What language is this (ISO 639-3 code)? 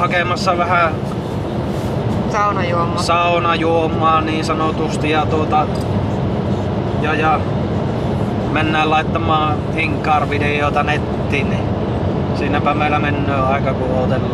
fin